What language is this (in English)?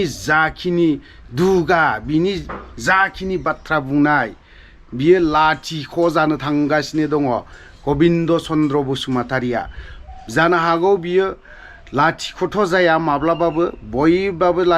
Bodo